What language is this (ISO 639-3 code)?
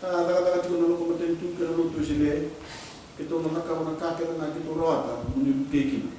fij